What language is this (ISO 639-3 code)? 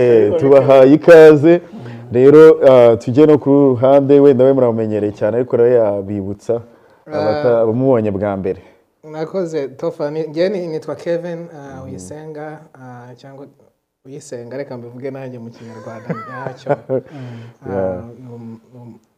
kin